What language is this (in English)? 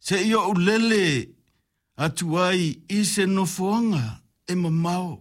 Samoan